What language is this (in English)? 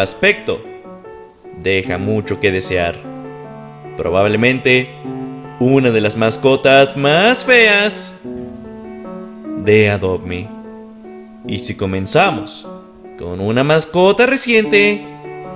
Spanish